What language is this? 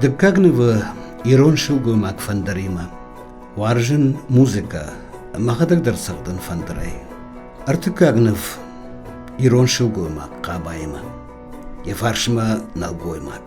Ossetic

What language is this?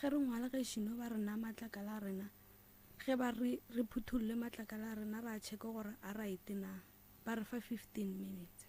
Northern Sotho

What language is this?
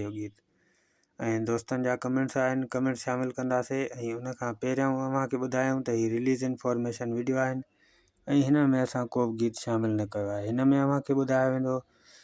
Sindhi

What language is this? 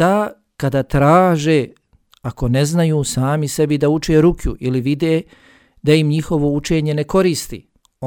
Bosnian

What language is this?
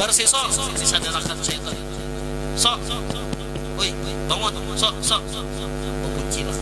Banjar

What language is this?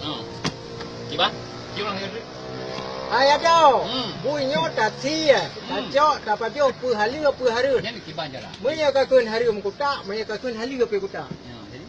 Achinese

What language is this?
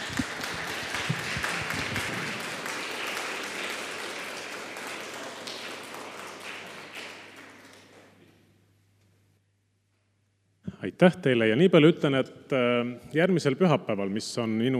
Estonian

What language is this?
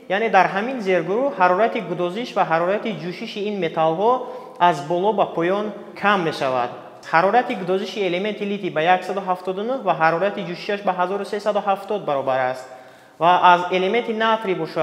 Tajik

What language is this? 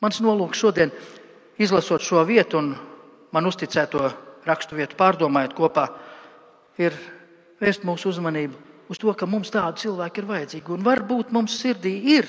Latvian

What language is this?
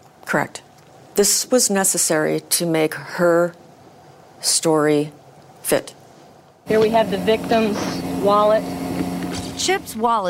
English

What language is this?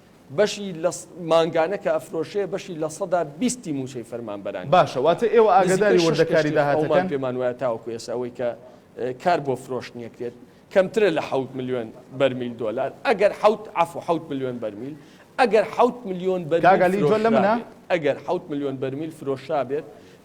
Central Kurdish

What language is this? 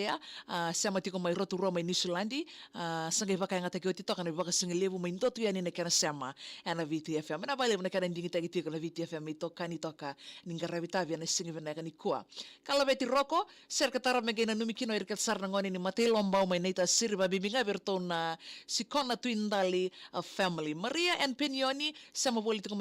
Fijian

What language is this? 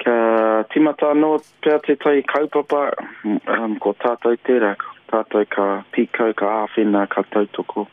Māori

